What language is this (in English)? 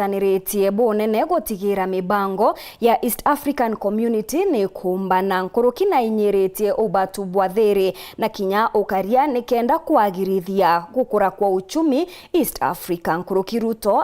Meru